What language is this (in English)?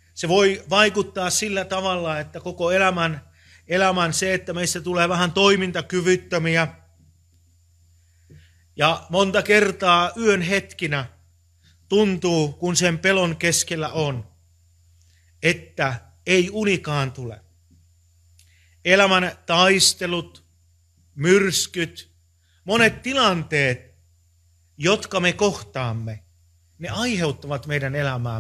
Finnish